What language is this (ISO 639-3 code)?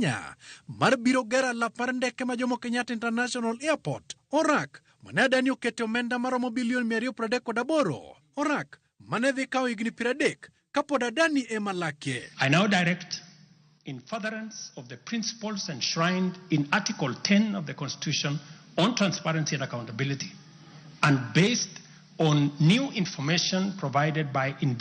luo